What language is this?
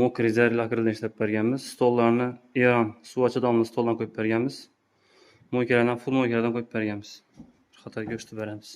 Uzbek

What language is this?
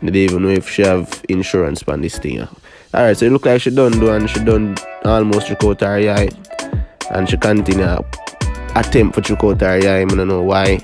Jamaican Creole English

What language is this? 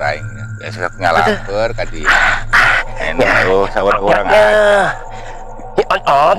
Sundanese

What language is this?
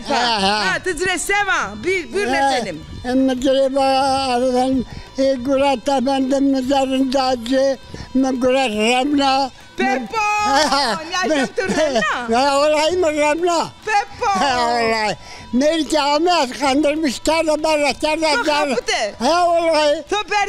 Zaza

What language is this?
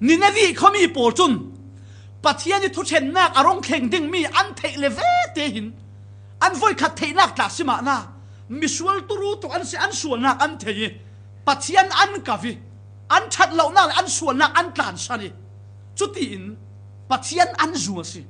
Falam Chin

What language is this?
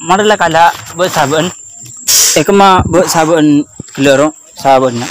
Madurese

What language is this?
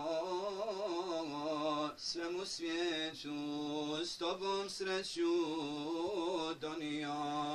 Bosnian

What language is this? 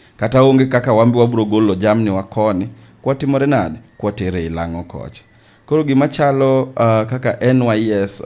Luo (Kenya and Tanzania)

